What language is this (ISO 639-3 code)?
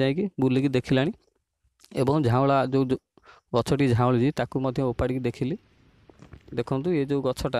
ori